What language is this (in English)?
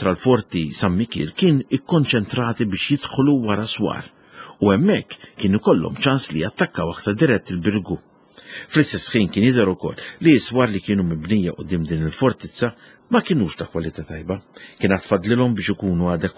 Maltese